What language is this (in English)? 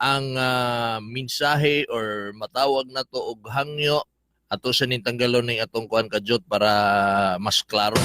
Cebuano